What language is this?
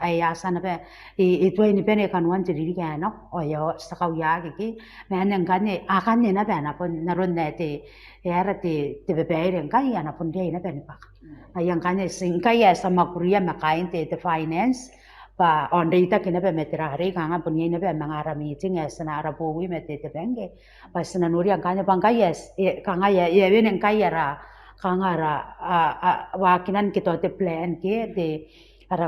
Gilbertese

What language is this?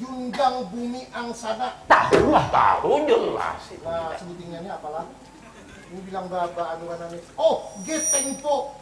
Banjar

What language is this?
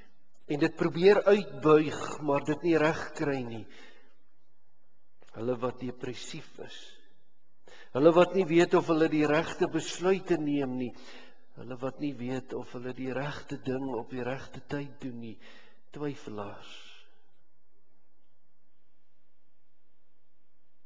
Afrikaans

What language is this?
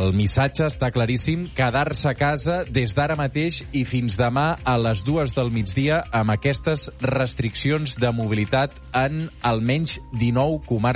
Catalan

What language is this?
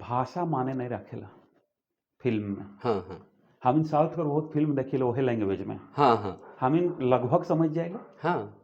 Sadri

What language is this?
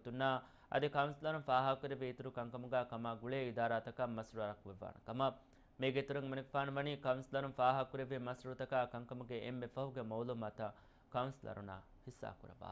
Divehi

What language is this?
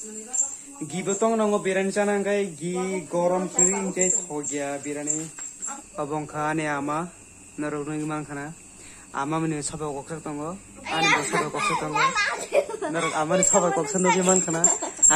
Kok Borok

